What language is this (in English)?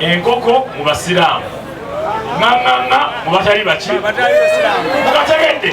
Ganda